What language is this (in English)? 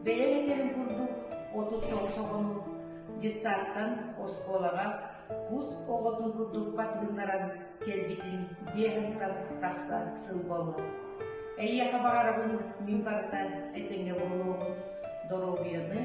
Yakut